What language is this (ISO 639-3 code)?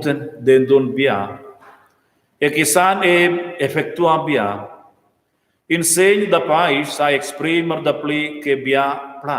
roh